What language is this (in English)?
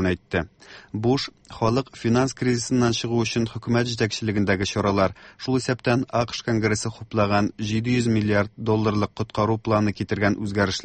Tatar